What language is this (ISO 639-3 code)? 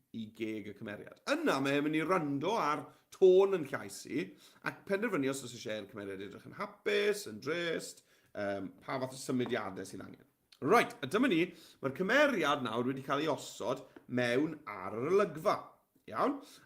cym